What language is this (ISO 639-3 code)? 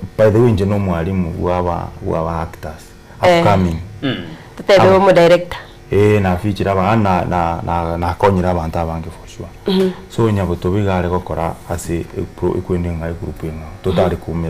guz